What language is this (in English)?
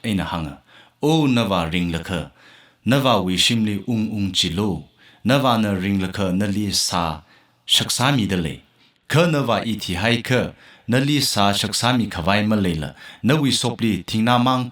Tangkhul Naga (India)